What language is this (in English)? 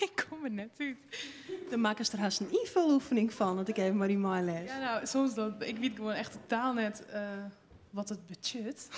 Western Frisian